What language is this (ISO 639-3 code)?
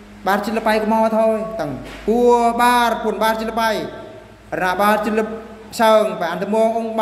bru